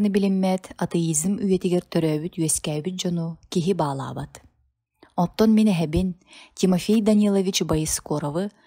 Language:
Yakut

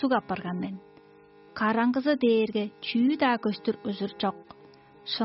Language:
Tuvinian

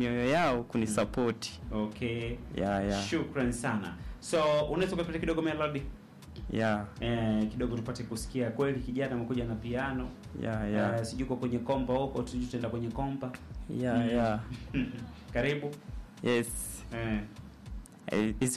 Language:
Swahili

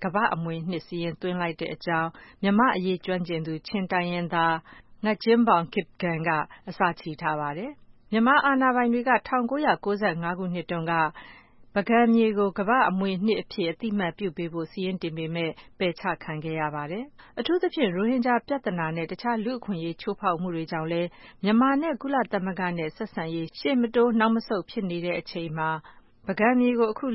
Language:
Burmese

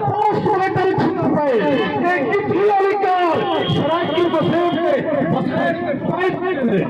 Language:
Saraiki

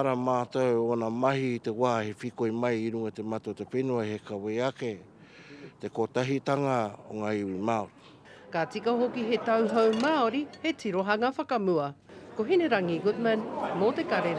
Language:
Māori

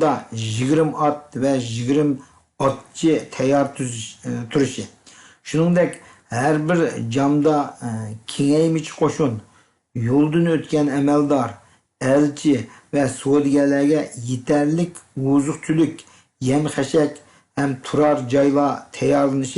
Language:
Uyghur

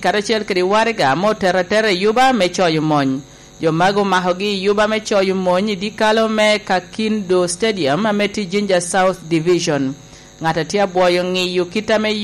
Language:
Lango (Uganda)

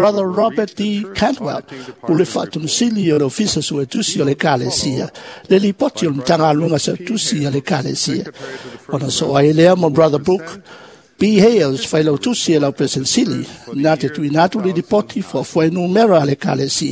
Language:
Samoan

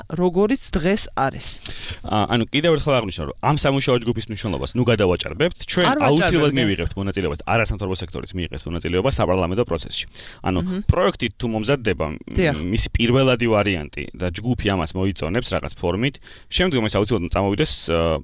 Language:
Georgian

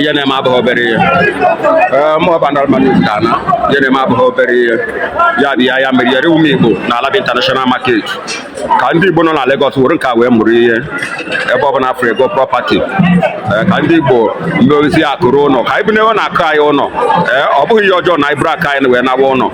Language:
Igbo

